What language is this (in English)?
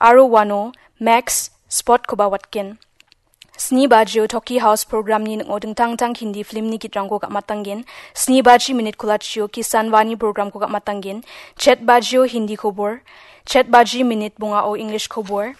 Garo